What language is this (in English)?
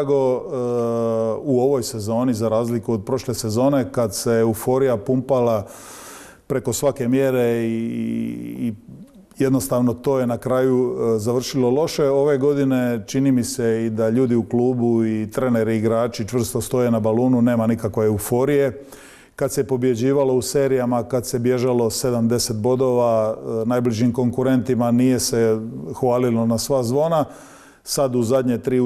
Croatian